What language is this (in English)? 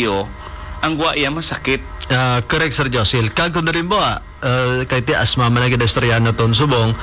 Hiligaynon